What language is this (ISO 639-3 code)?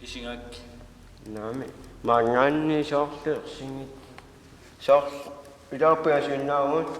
kal